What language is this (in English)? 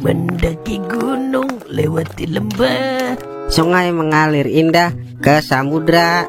Betawi